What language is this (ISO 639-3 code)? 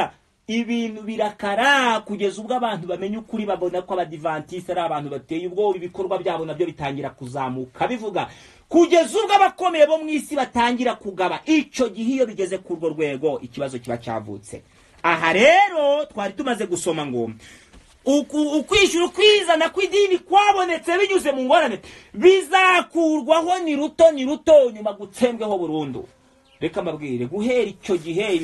kin